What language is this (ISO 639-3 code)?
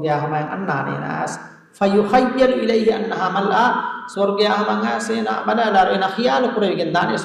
div